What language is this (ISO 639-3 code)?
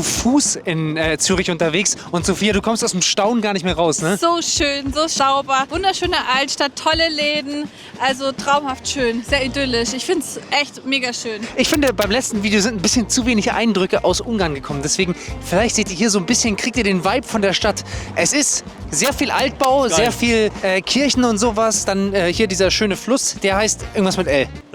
gsw